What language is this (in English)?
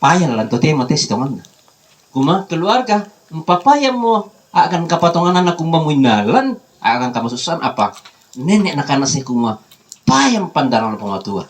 Toraja-Sa'dan